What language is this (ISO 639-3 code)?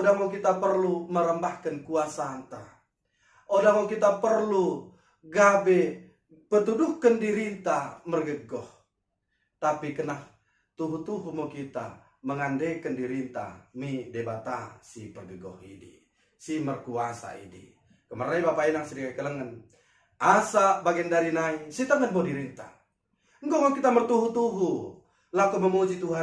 btd